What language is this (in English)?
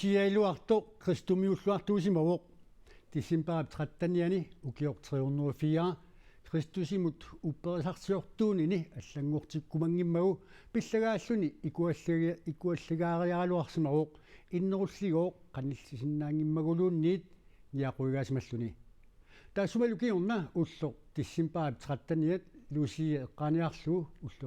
Kalaallisut